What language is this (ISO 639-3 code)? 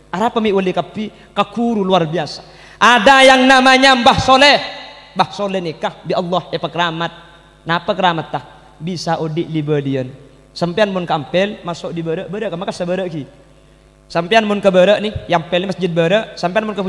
mad